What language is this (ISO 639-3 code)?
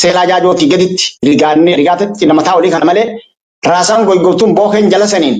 orm